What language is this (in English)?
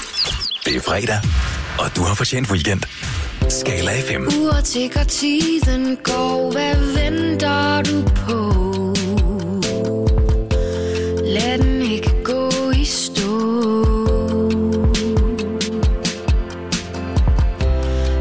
Danish